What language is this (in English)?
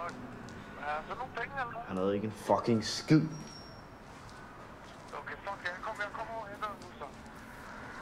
Danish